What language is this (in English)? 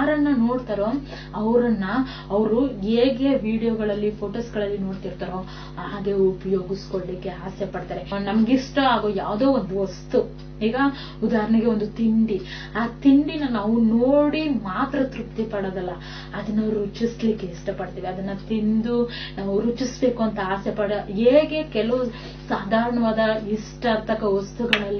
Kannada